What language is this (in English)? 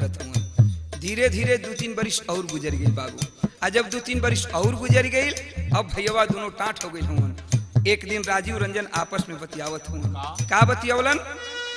Bhojpuri